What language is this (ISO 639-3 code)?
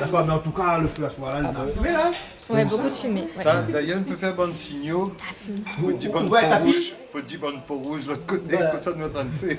rcf